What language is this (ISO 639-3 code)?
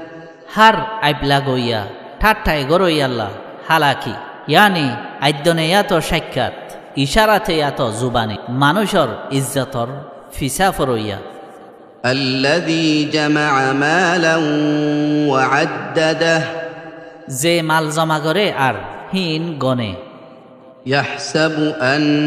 rhg